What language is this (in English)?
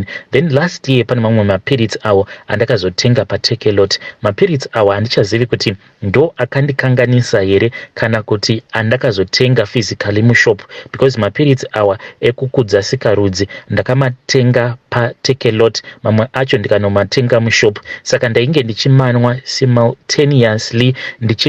Shona